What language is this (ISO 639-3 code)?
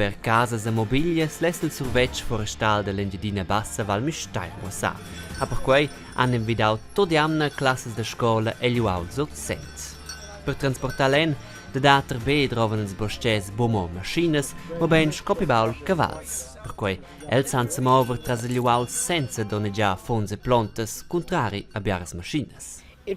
roh